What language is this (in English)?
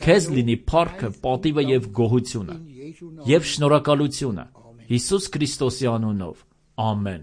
Armenian